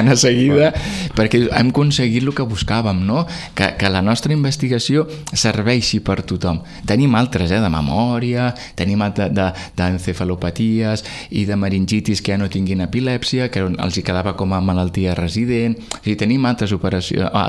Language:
Catalan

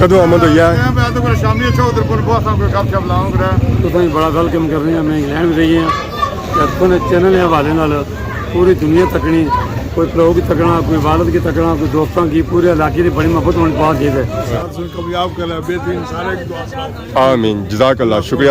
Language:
Pahari-Potwari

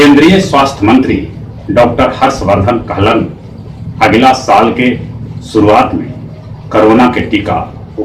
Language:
Magahi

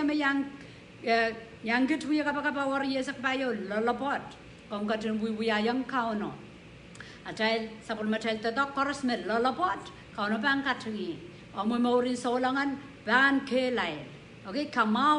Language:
Pohnpeian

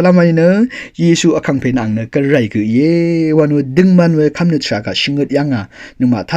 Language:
Rawang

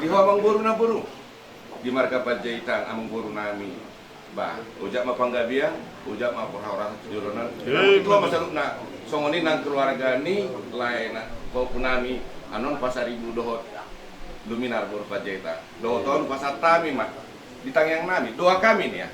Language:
Batak Toba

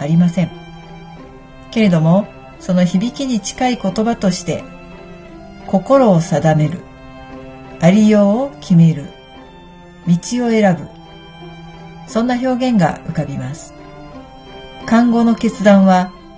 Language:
Japanese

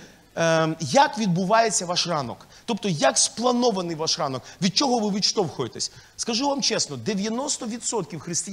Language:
Ukrainian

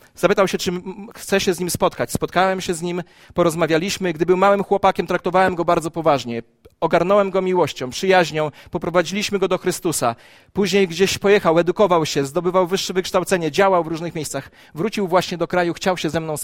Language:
Polish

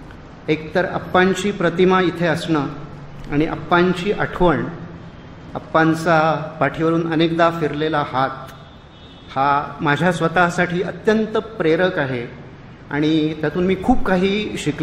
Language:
Marathi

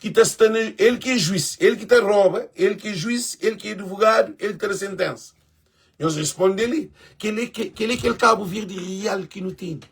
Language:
Kabuverdianu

